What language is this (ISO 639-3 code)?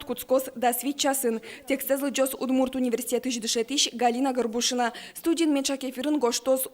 udm